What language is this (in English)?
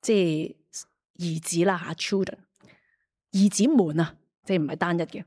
Cantonese